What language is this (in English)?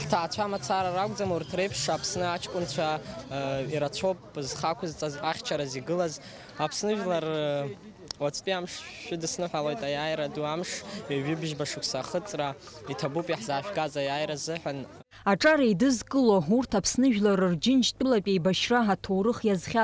Abkhazian